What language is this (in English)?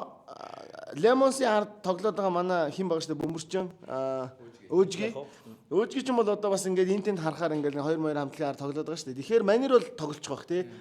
Mongolian